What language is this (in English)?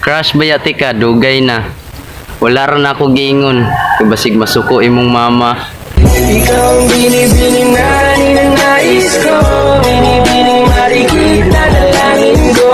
Cebuano